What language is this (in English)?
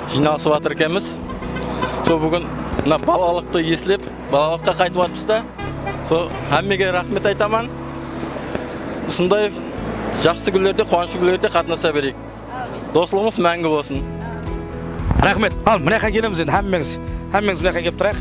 Kazakh